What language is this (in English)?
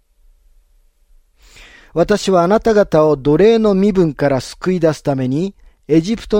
Japanese